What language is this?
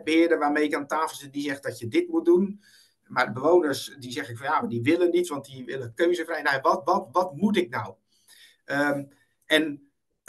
Dutch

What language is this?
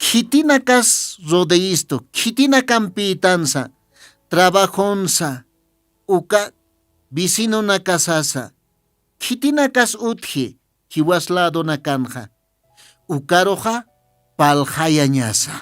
Aymara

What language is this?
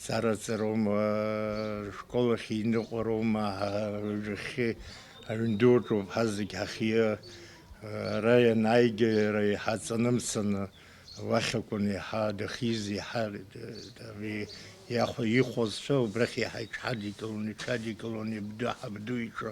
Abkhazian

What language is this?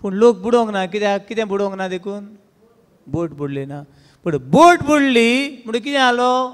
Konkani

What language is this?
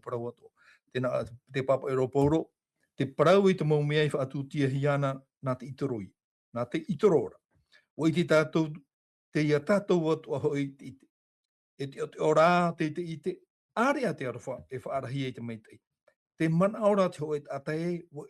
Tahitian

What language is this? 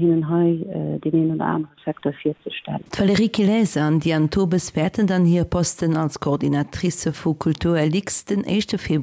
Luxembourgish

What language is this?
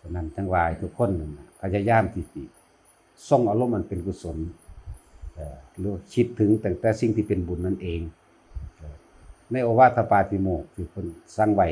Northeastern Thai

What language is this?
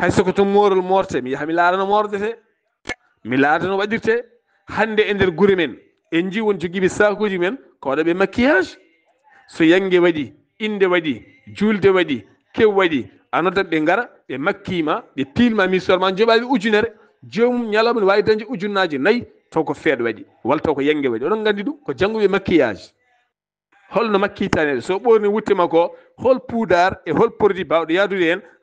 Fula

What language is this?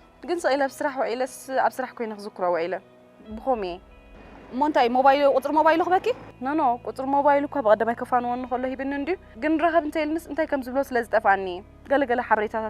Tigrinya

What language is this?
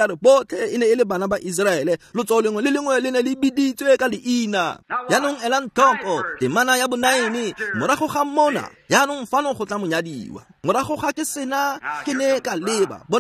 Tswana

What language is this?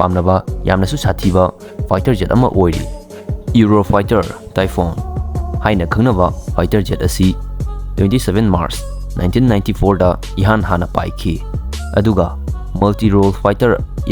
Manipuri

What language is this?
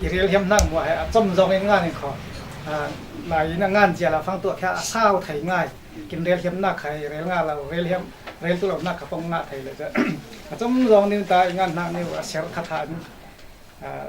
Falam Chin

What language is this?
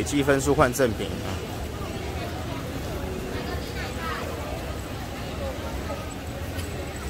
Chinese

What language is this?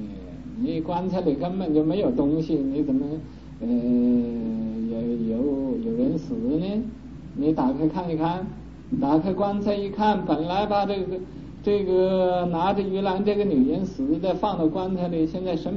Chinese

